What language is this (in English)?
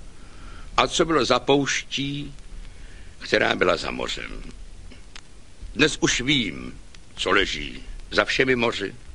Czech